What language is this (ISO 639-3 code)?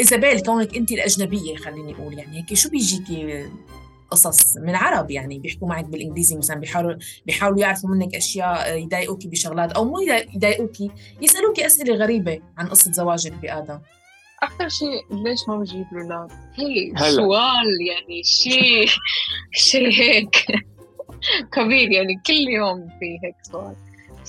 apc